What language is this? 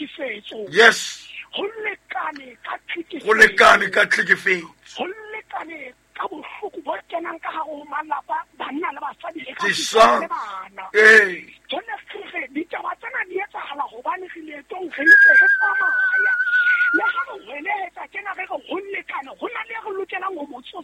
Southern Sotho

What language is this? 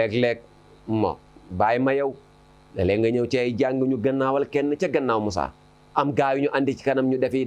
Wolof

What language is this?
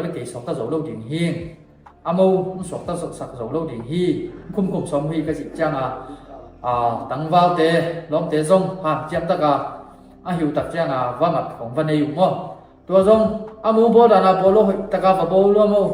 Tedim Chin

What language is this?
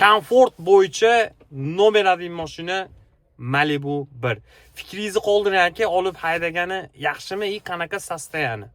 Uzbek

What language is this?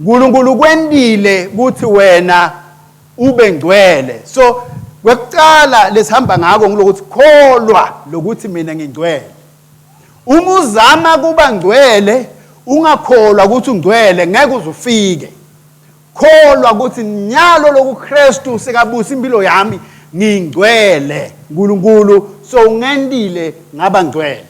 Swati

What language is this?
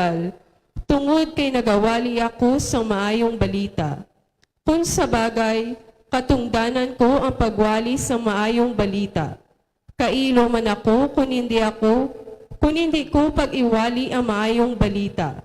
Hiligaynon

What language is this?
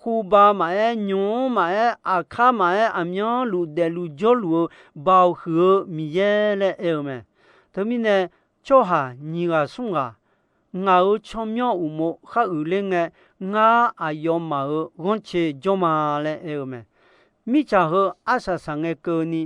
Akha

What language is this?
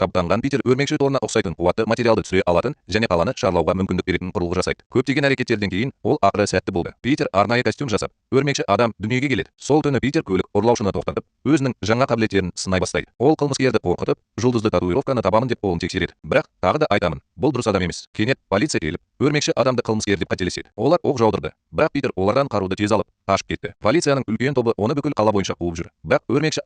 Kazakh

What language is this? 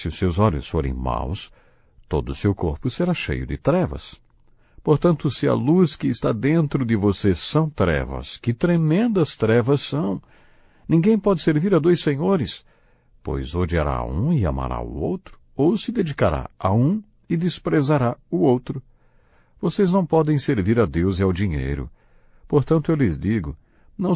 Portuguese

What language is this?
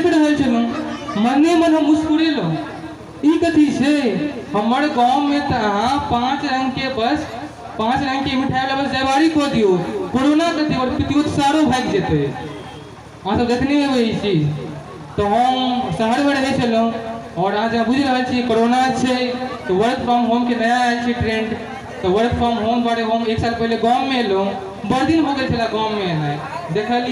Maithili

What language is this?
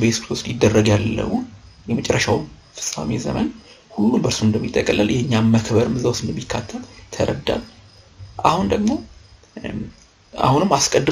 Amharic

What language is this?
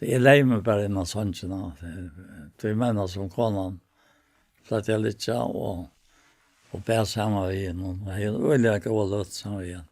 Faroese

